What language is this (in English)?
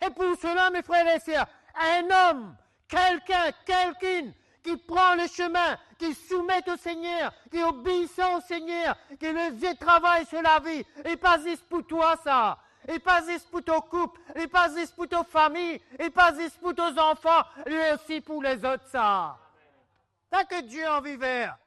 Morisyen